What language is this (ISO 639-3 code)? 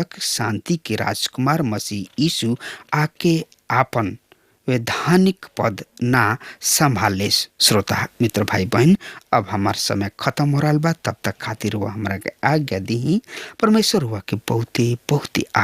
bho